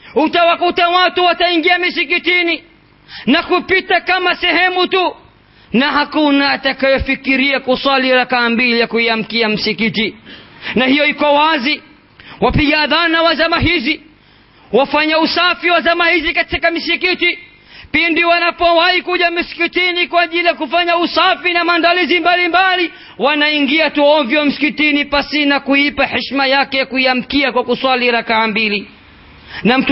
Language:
Swahili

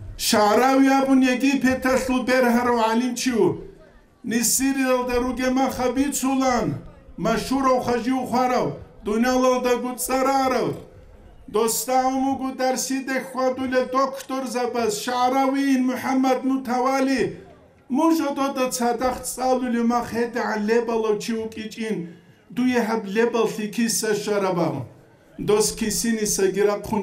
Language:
Avaric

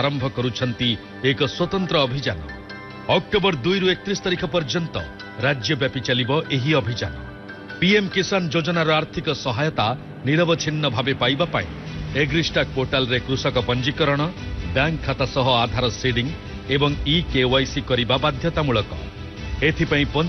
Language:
Odia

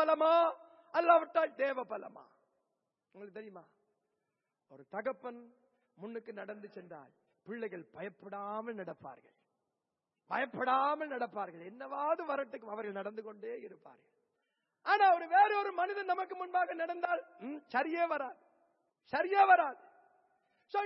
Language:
Tamil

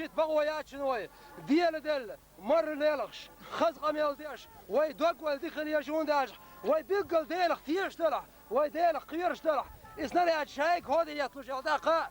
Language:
Chechen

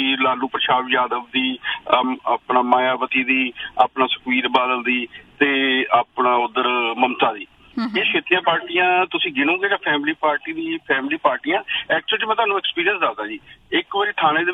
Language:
Punjabi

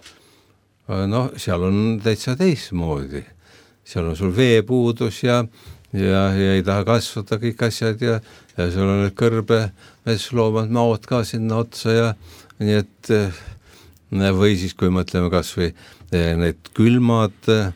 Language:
Estonian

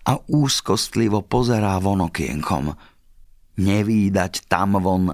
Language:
Slovak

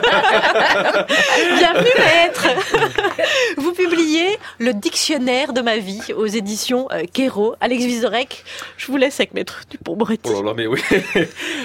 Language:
French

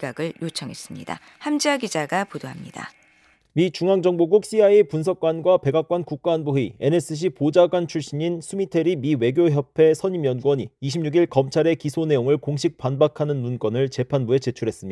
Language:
Korean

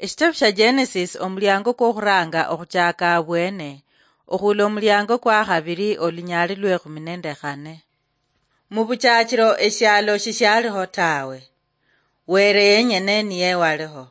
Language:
Luyia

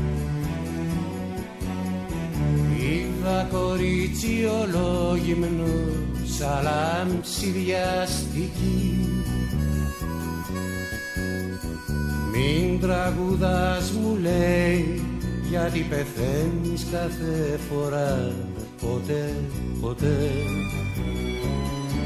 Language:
Greek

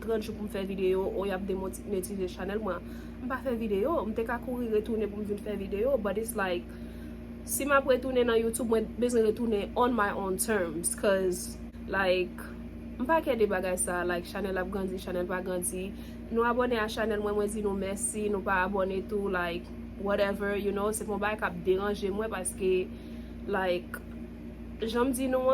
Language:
Haitian Creole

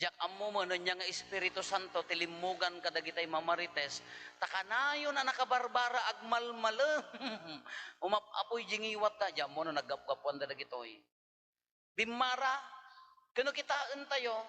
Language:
Iloko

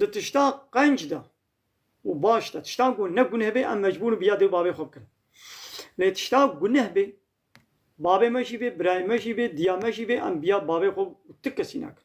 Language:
Kurdish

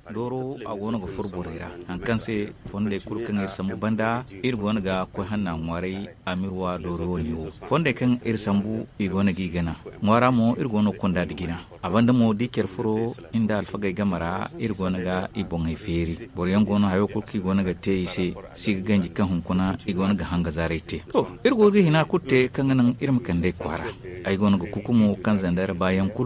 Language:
Zarma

